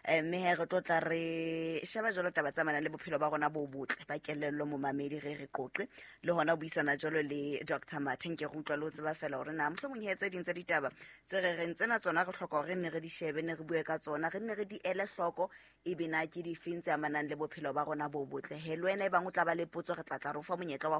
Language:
Southern Sotho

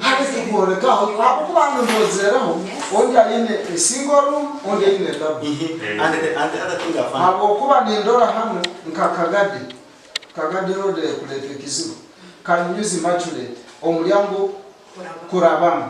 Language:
Nyankole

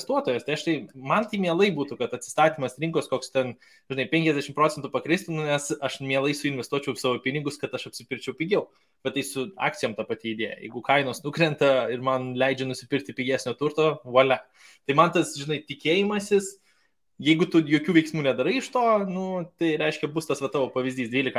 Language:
Lithuanian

